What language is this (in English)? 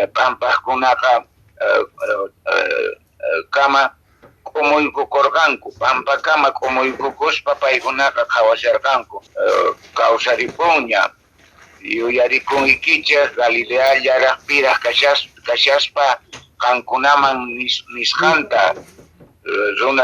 Quechua